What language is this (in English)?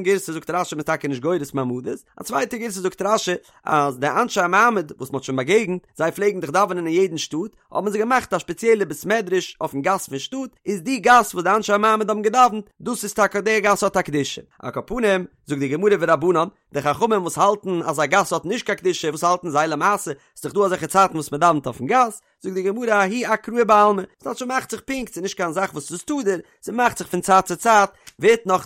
Yiddish